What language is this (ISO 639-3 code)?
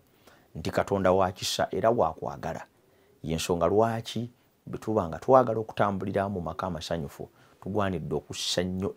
lug